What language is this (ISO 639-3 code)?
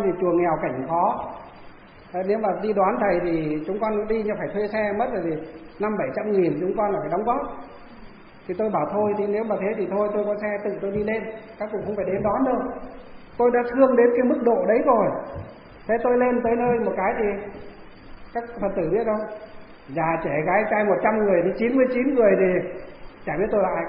vie